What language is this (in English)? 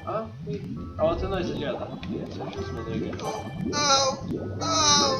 Faroese